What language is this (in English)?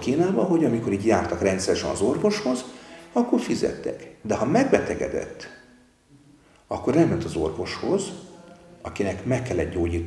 Hungarian